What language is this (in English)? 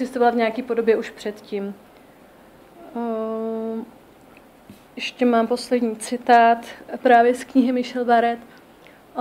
Czech